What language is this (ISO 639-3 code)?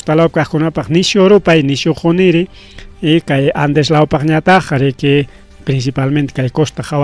quy